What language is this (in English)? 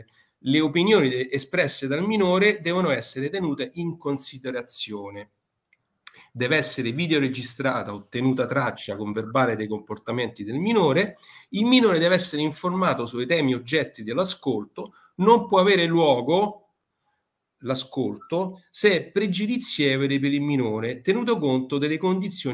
Italian